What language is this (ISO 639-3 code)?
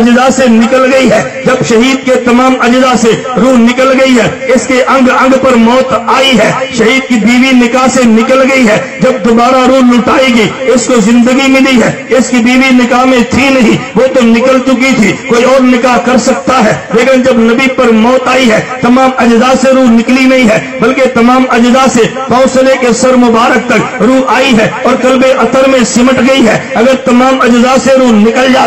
urd